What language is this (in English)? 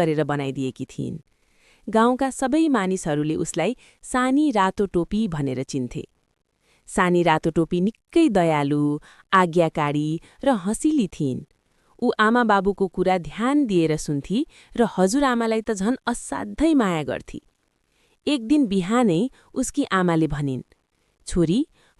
Nepali